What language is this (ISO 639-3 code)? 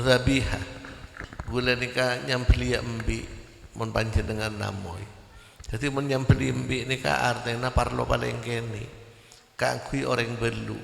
mad